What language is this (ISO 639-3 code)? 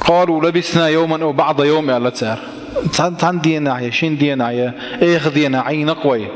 che